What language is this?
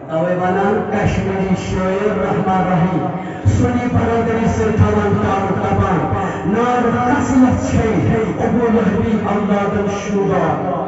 Kashmiri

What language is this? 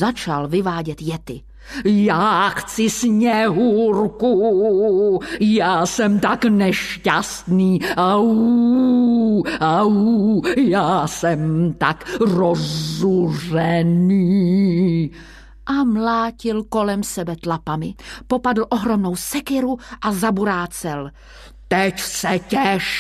Czech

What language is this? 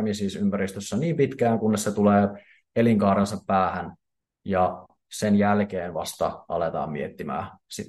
Finnish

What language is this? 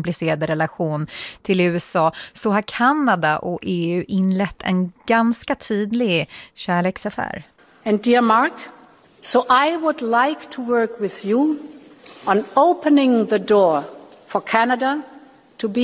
Swedish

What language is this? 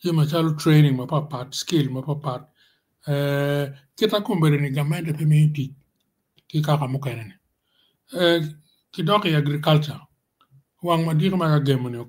Acoli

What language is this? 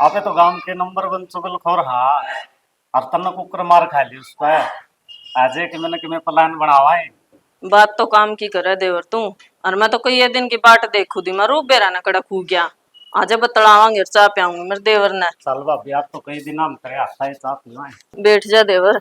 Haryanvi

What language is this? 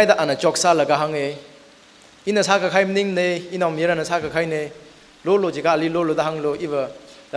Tangkhul Naga (India)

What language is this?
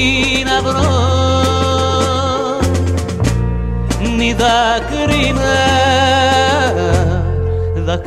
Greek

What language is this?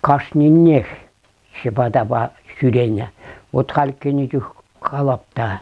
Chuvash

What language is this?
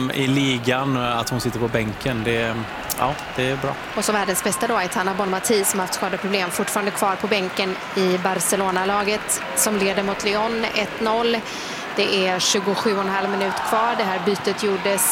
Swedish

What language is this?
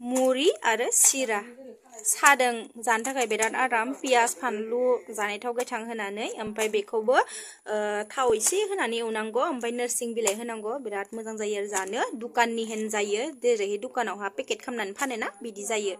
Bodo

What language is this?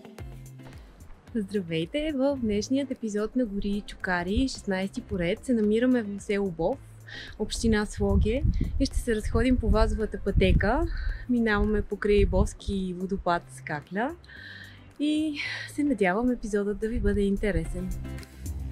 Bulgarian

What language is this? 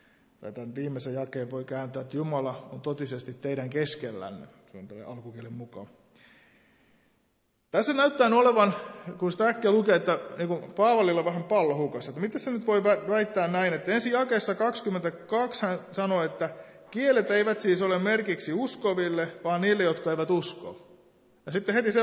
Finnish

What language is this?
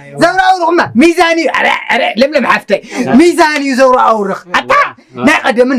Tigrinya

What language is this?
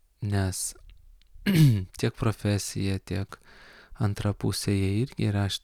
Lithuanian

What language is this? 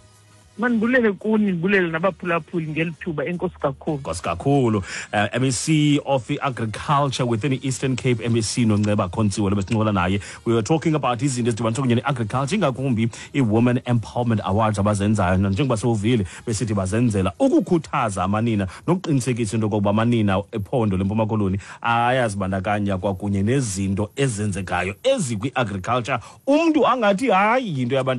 Xhosa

